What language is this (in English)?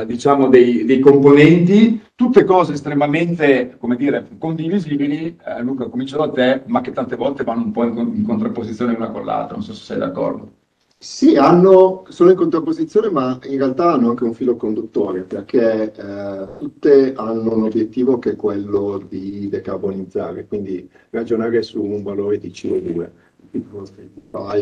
Italian